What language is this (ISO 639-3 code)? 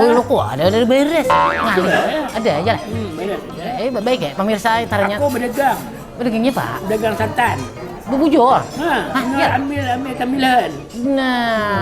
bjn